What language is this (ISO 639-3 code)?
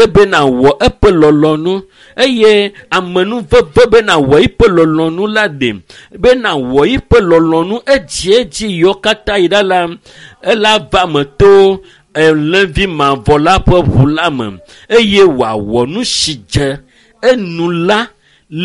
ewe